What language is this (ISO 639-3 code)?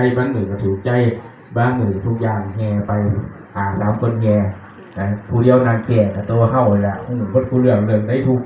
tts